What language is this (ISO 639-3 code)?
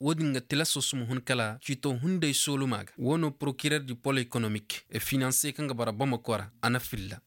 ses